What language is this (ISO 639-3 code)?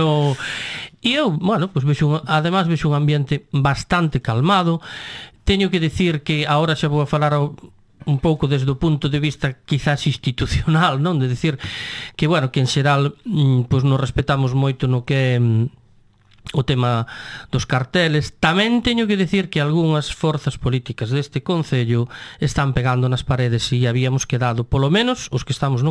glg